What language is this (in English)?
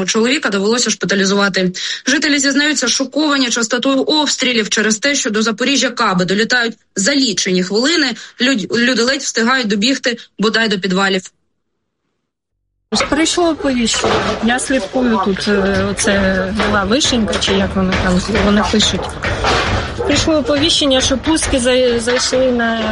Ukrainian